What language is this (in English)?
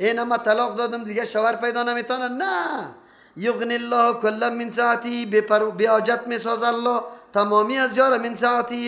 Persian